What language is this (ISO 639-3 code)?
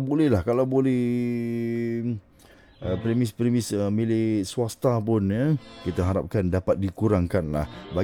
msa